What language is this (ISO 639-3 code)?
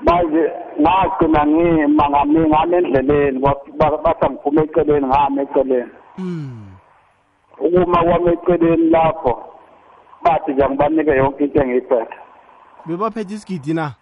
nbl